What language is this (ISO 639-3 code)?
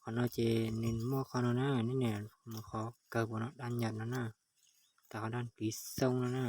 hmn